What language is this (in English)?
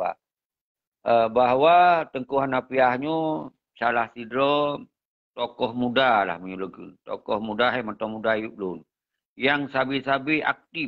Achinese